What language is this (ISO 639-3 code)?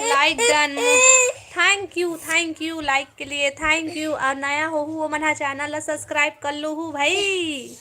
hne